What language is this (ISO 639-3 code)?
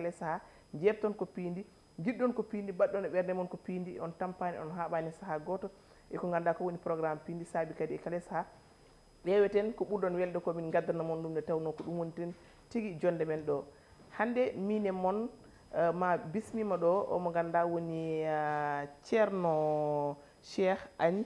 ful